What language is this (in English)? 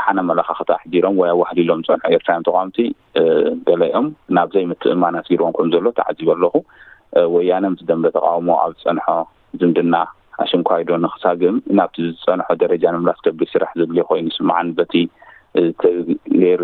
Tigrinya